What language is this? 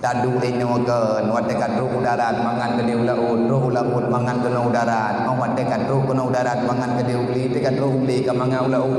Achinese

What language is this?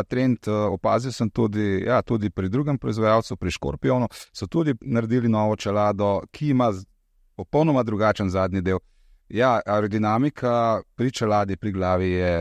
Slovenian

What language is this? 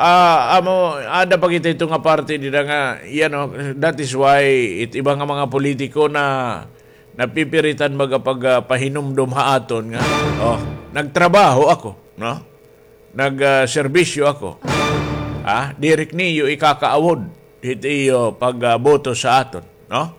Waray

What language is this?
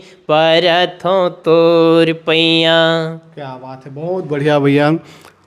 Chhattisgarhi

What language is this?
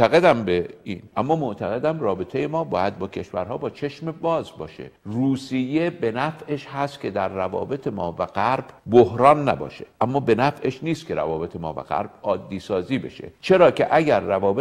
Persian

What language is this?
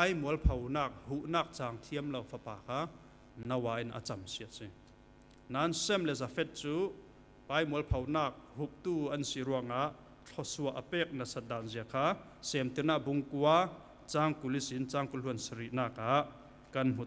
Falam Chin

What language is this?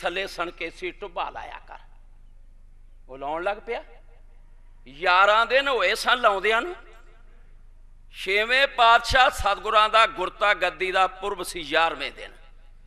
Punjabi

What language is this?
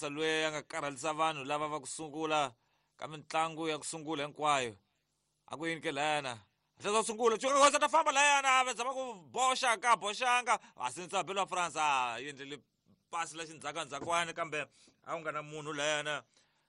Tsonga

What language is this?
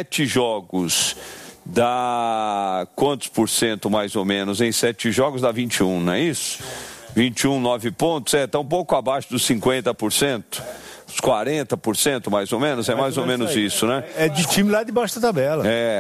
Portuguese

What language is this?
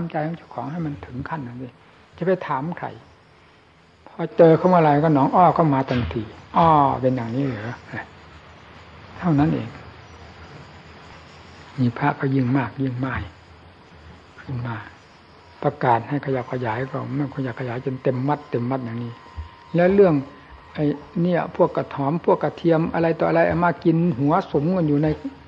Thai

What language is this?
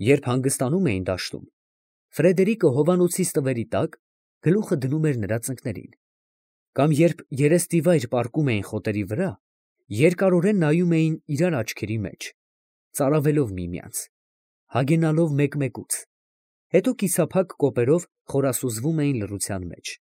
Armenian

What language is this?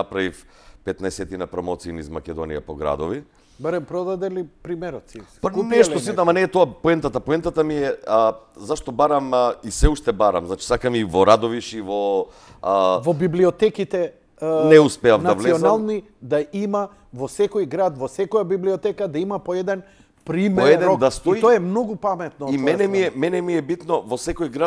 Macedonian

